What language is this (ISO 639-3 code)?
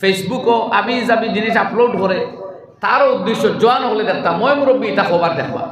syl